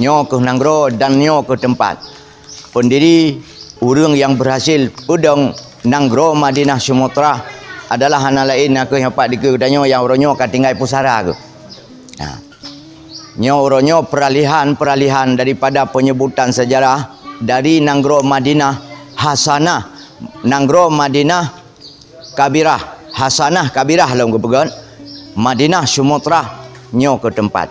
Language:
Achinese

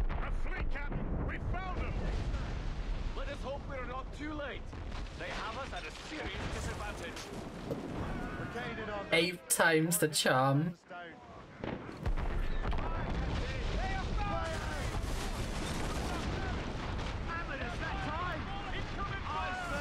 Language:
English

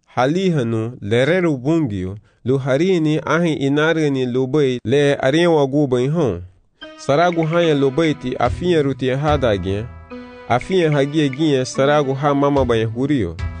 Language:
Garifuna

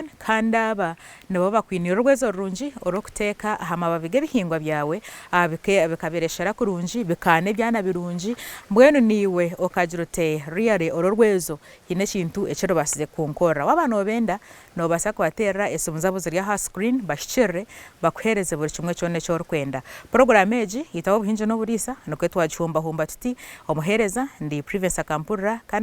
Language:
Nyankole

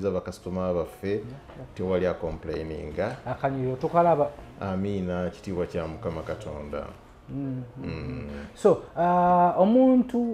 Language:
Ganda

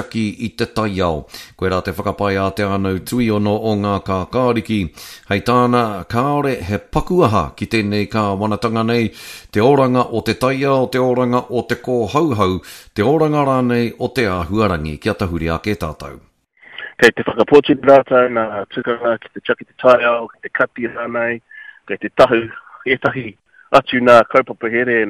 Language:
Māori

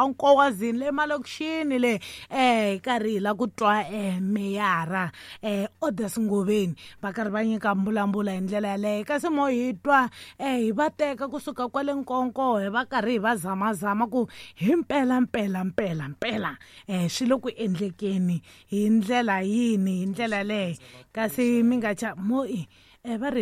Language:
Tsonga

